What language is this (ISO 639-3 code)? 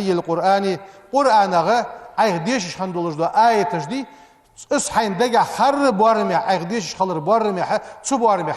inh